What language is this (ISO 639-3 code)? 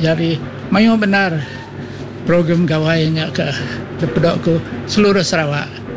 iba